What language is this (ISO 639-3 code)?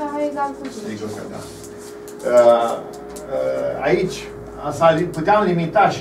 ron